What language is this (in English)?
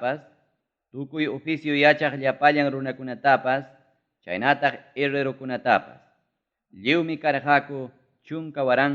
Ayacucho Quechua